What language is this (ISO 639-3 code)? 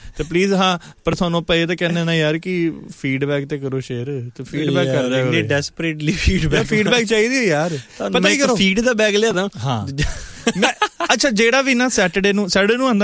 pan